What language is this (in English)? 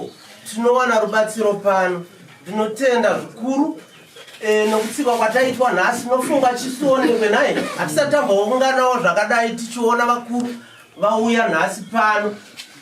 Shona